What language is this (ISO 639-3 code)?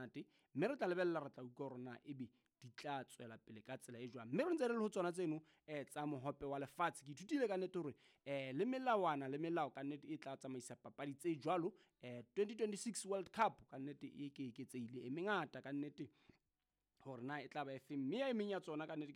sot